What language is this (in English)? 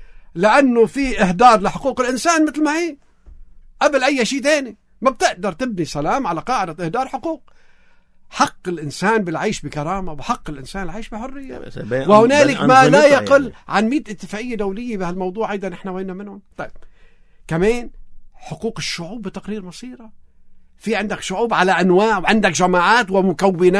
North Levantine Arabic